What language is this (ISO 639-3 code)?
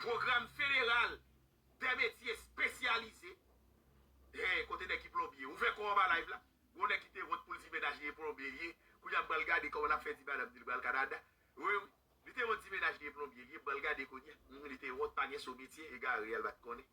hat